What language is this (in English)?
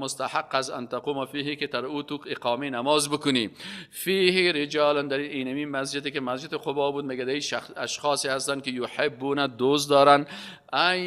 Persian